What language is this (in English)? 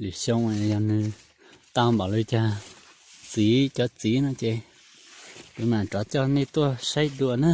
Hmong